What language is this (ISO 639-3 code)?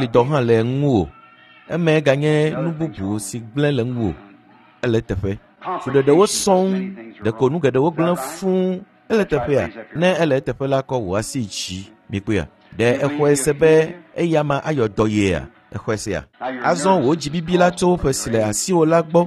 ewe